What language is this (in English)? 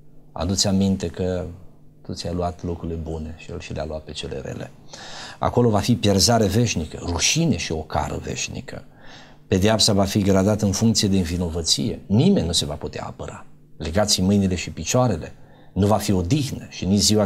Romanian